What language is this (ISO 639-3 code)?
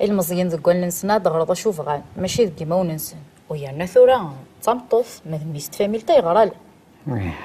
kab